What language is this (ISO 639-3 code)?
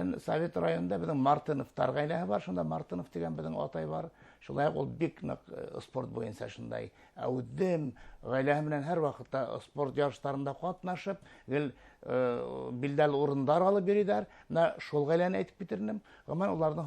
bak